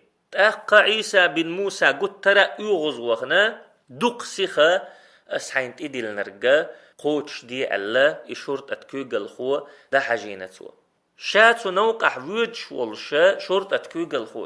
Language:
Chechen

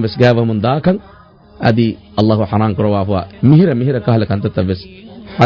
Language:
Divehi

